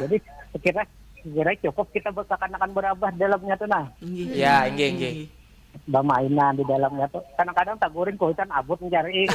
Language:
Banjar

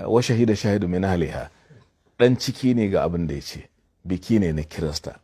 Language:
Hausa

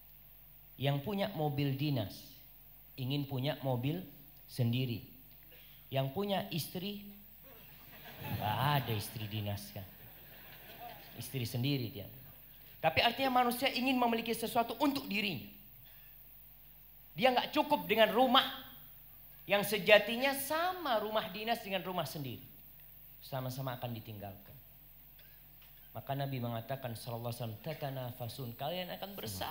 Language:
Indonesian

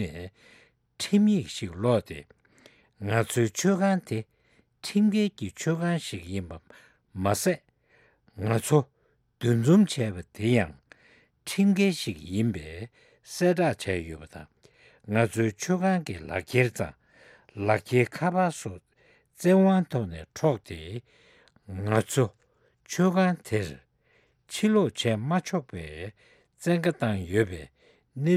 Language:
Tibetan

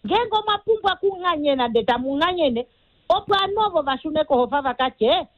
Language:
Kuanyama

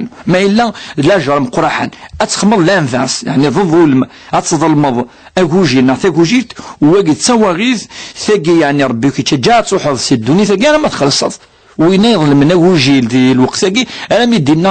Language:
Kabyle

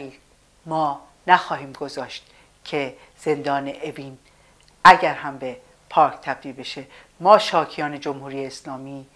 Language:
Persian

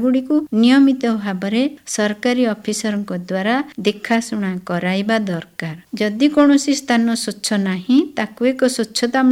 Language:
Odia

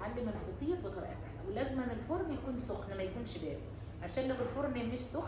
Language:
Egyptian Arabic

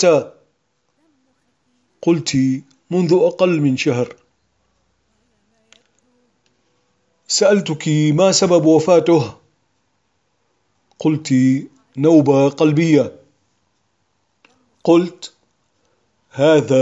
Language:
Arabic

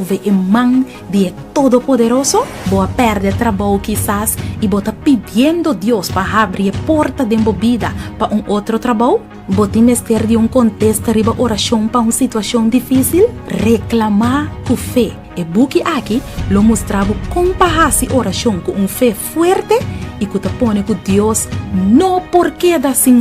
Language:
Papiamento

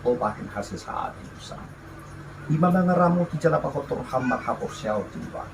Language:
Batak Toba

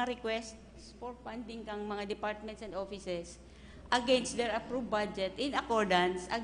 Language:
Bikol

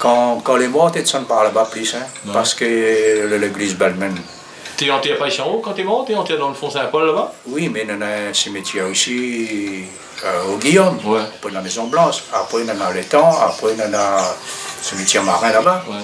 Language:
Réunion Creole French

